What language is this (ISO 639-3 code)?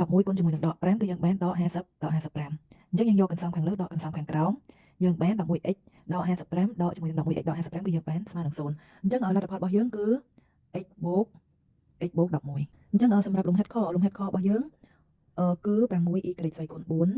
khm